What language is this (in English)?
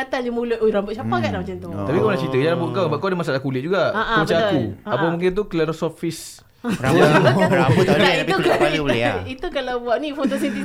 Malay